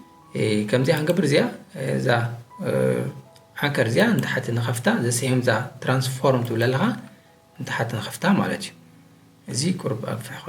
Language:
Tigrinya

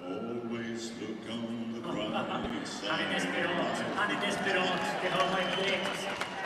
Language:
Swedish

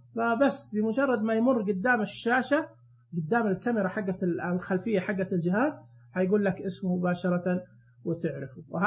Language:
Najdi Arabic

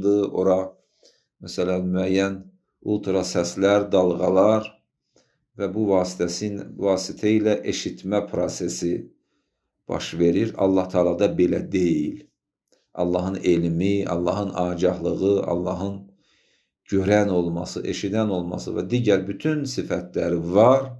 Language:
Azerbaijani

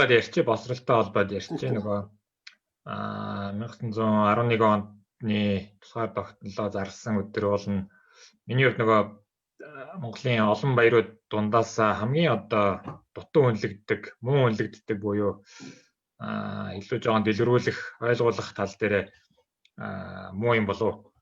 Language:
Mongolian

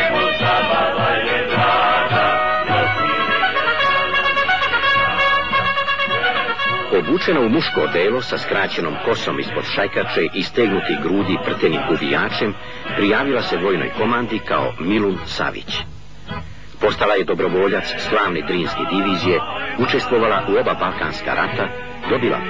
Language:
Serbian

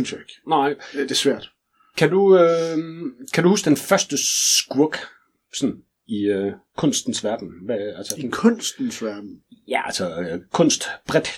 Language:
Danish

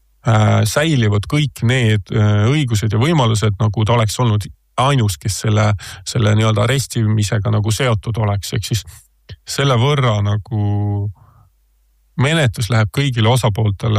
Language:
Estonian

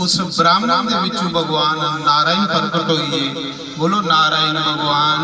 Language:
Dogri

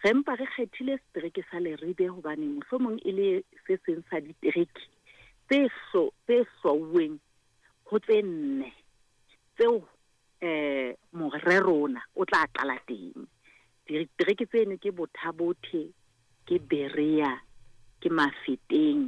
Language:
Southern Sotho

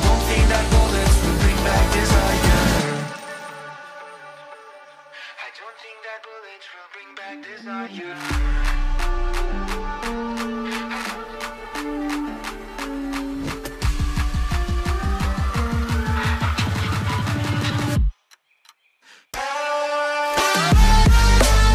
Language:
Swedish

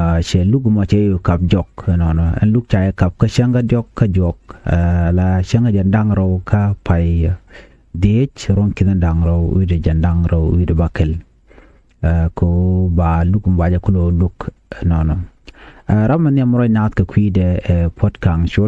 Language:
Nuer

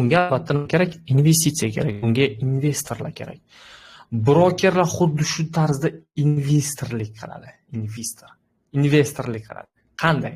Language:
Uzbek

